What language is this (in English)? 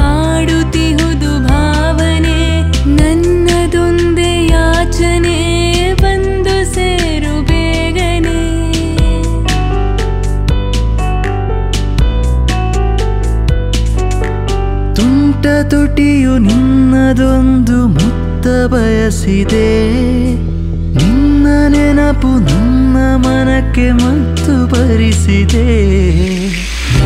Kannada